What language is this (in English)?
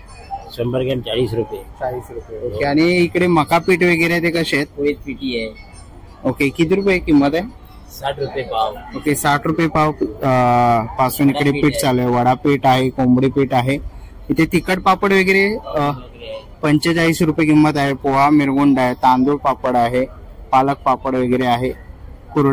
Marathi